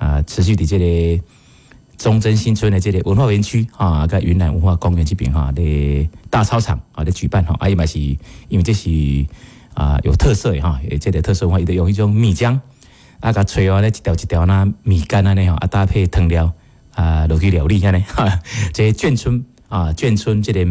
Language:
Min Nan Chinese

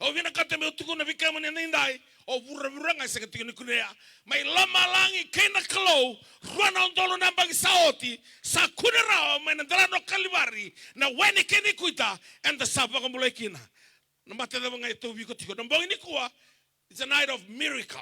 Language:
Fijian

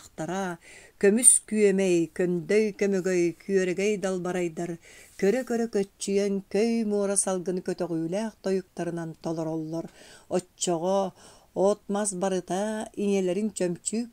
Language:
Yakut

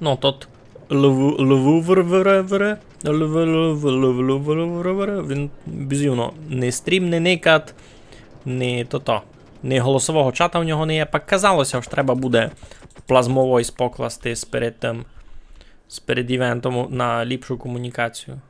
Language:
Rusyn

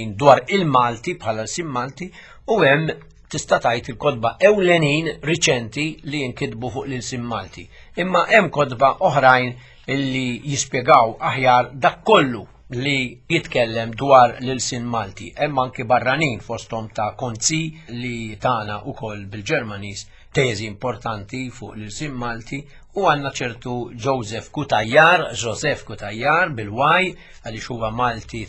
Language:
Maltese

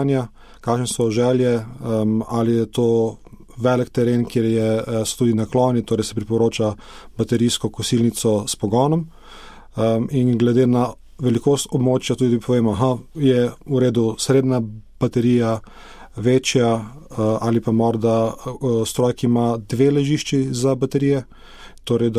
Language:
Slovenian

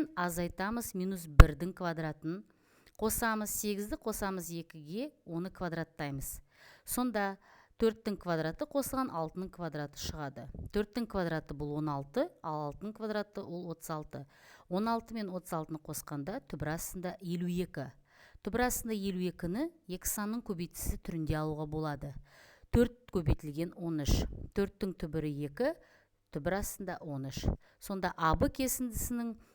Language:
Kazakh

